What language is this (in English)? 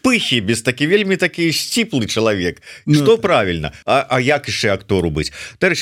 Belarusian